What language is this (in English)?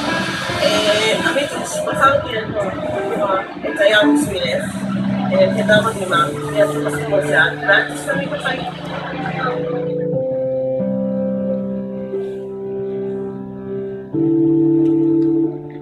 Hebrew